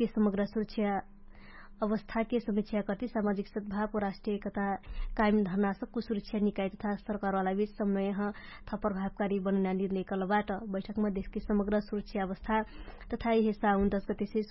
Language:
Dangaura Tharu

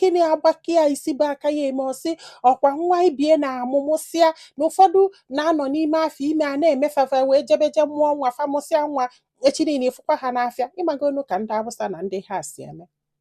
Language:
Igbo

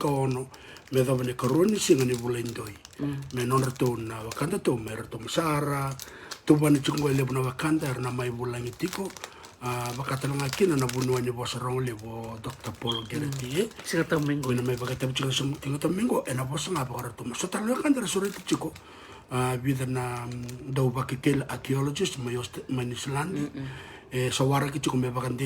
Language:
Fijian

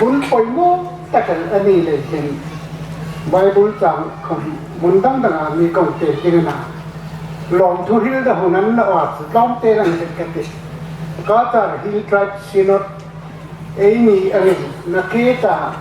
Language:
Hmar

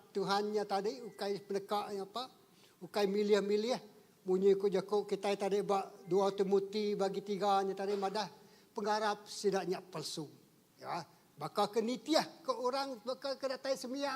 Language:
Iban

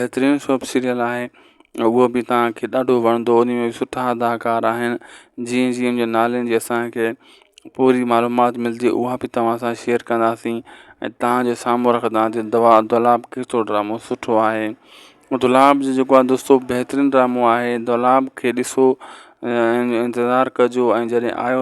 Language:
Sindhi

